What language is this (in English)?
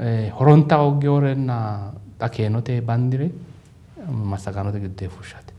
Sidamo